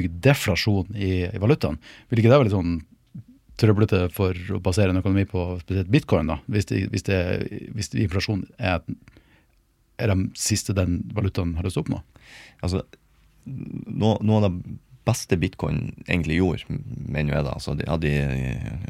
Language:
Norwegian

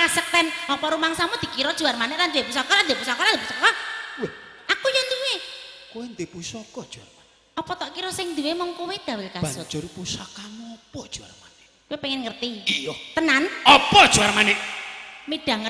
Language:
Javanese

